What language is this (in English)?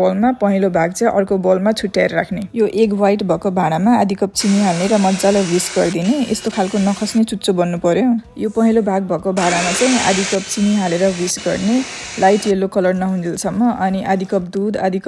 Nepali